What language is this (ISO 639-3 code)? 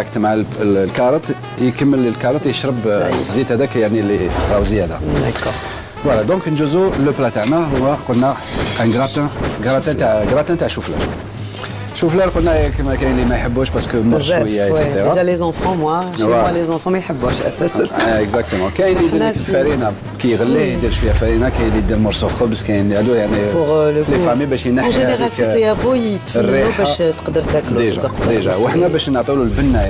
arq